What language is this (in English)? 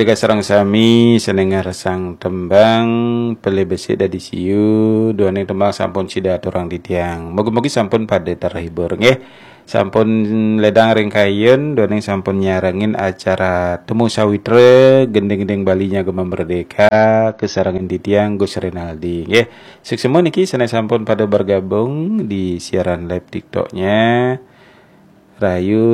Balinese